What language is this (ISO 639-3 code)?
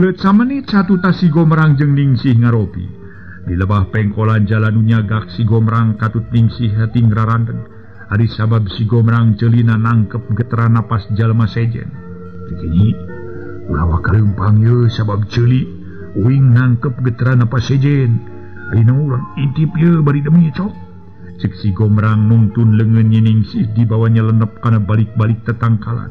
sun